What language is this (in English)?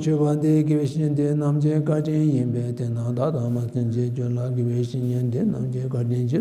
Tibetan